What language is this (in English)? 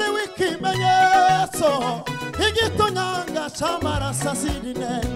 Kinyarwanda